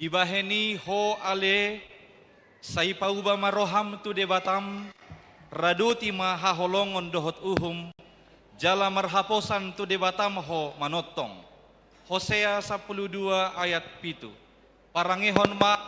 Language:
Batak Toba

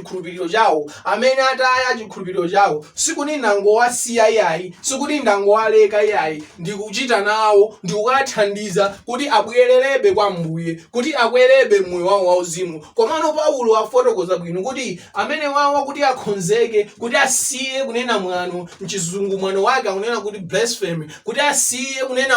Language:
Nyanja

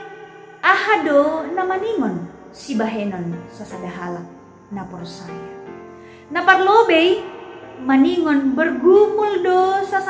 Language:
Batak Simalungun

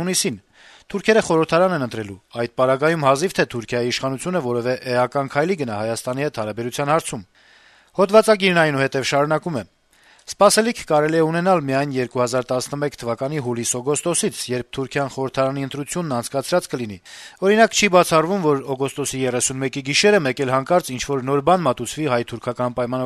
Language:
Armenian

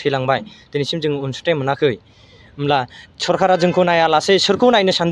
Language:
Bodo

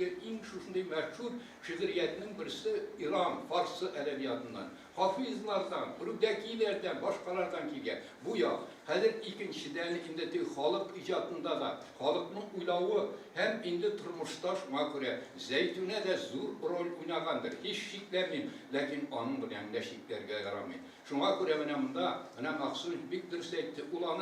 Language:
Tatar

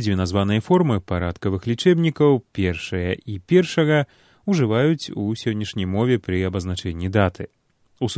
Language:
Belarusian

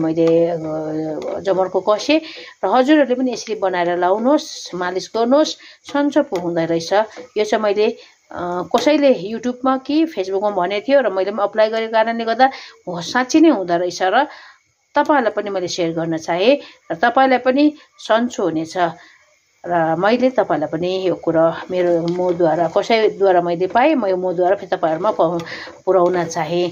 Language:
Nepali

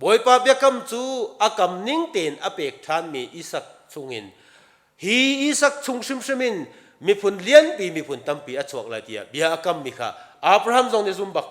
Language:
Hakha Chin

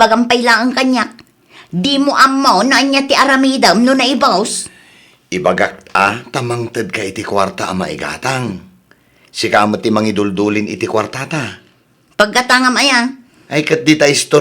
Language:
Iloko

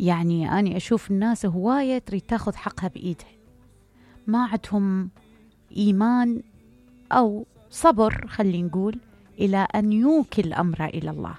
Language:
Mesopotamian Arabic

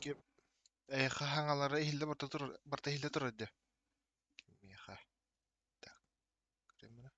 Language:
Yakut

